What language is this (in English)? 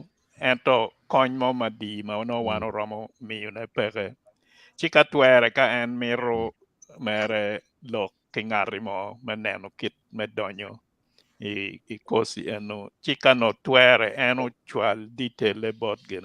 Acoli